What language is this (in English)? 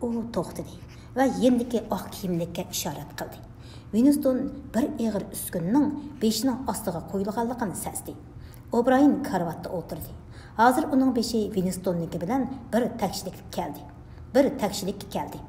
Uyghur